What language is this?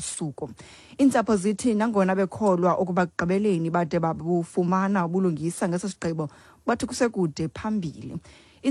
Xhosa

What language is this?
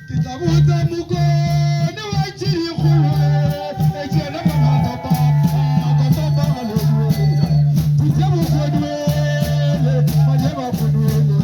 Northern Sotho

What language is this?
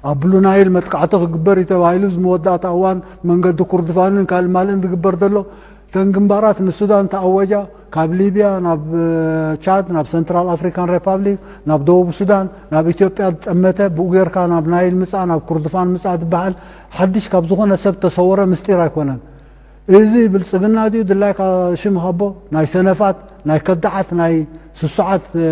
Tigrinya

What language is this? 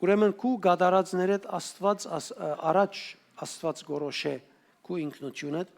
Western Armenian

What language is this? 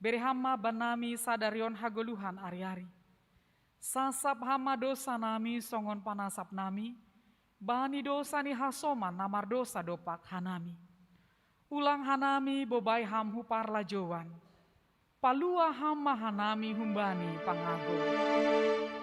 Batak Simalungun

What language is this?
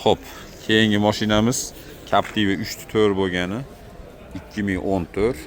Uzbek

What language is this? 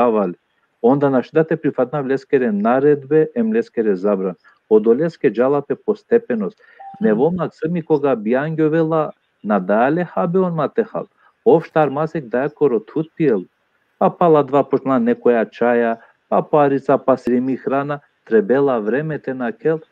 Balkan Romani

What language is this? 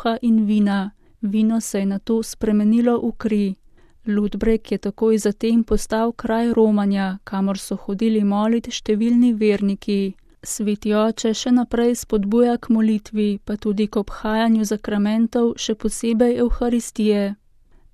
Slovenian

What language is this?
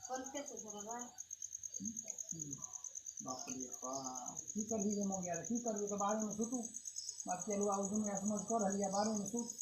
Maithili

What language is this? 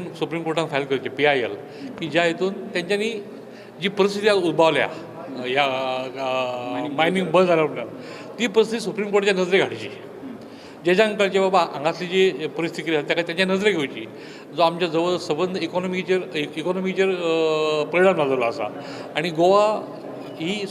Konkani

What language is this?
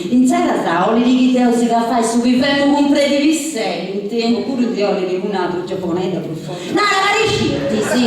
Sardinian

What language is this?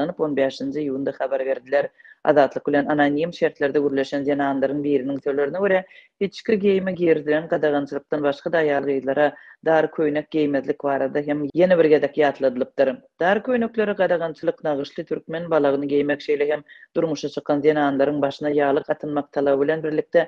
Turkmen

